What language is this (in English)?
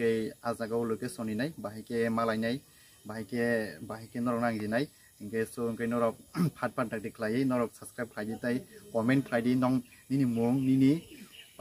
Kok Borok